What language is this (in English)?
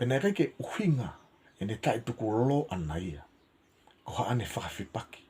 Tongan